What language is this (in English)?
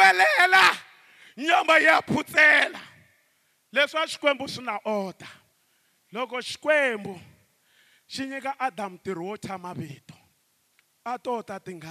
Tsonga